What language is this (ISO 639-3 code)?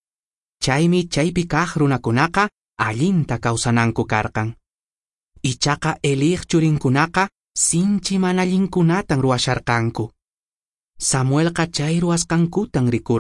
que